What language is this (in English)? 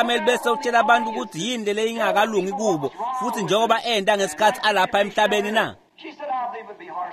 Swati